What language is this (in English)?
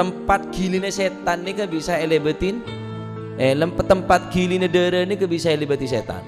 Madurese